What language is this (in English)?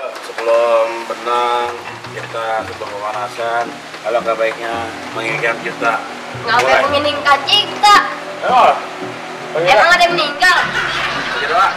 Betawi